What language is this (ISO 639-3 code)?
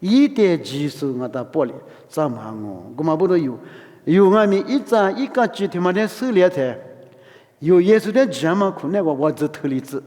lis